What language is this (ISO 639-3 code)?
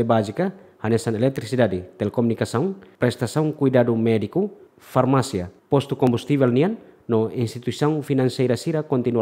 tet